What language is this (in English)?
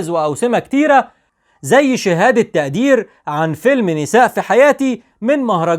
Egyptian Arabic